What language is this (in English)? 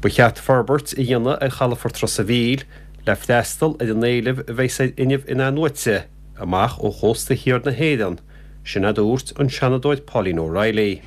Irish